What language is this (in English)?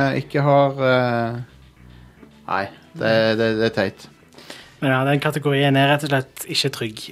Norwegian